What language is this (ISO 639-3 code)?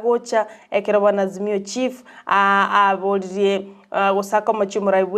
guz